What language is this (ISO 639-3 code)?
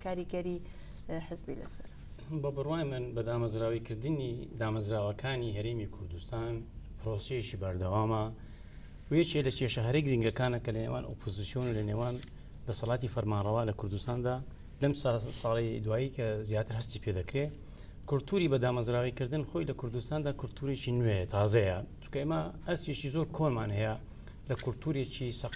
ckb